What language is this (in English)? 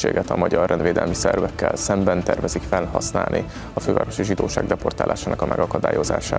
Hungarian